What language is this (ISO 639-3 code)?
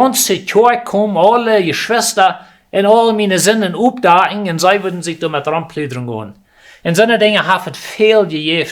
pdt